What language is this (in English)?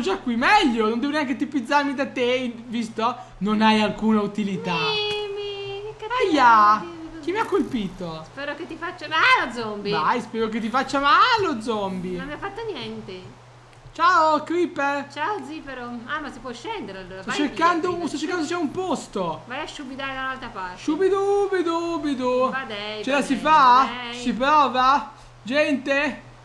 Italian